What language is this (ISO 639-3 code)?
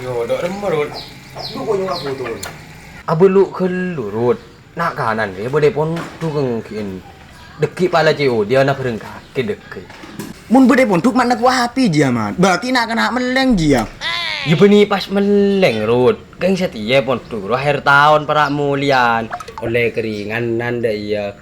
mad